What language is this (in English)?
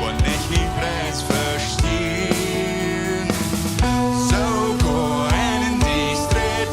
Plautdietsch